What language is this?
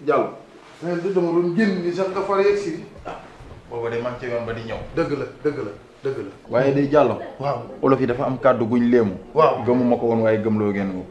Wolof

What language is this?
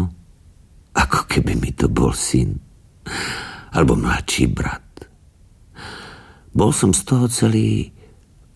Slovak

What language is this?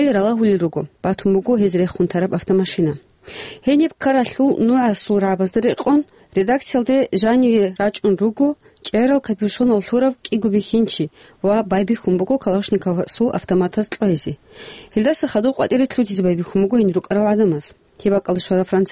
Avaric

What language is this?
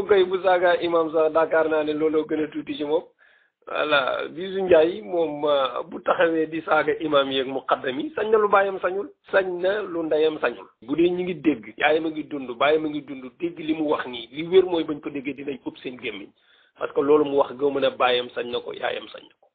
Wolof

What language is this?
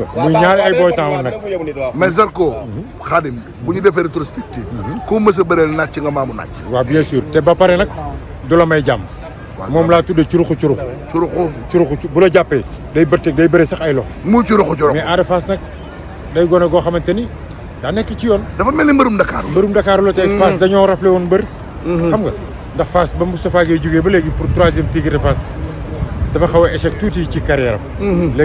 Wolof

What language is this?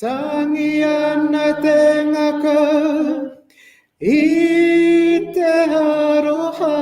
Māori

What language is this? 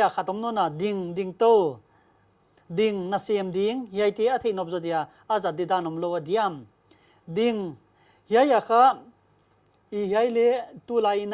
Paite Chin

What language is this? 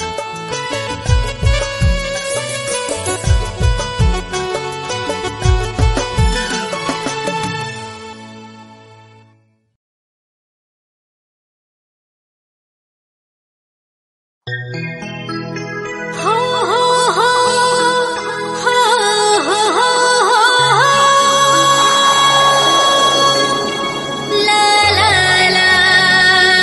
Sadri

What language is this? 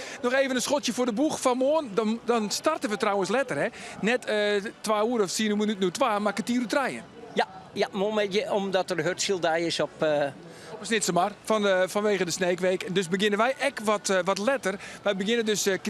Western Frisian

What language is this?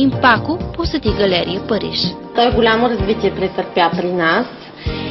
Bulgarian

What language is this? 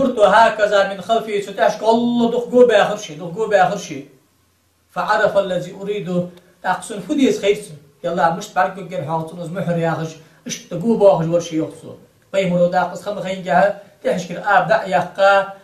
Ingush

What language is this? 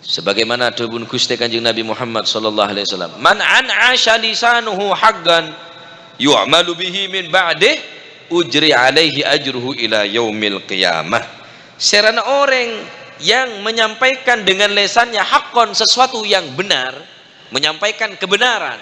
Madurese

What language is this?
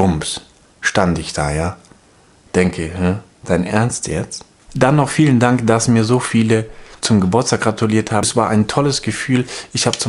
German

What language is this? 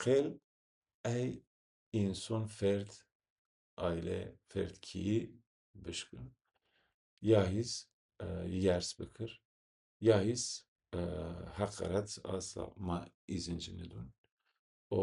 Zaza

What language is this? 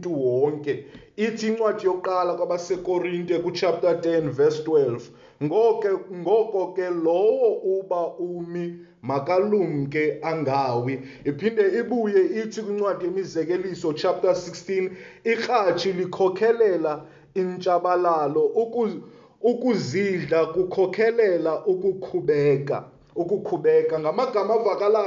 Xhosa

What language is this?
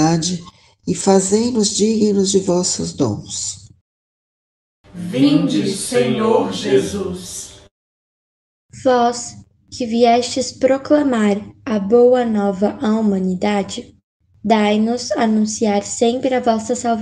Portuguese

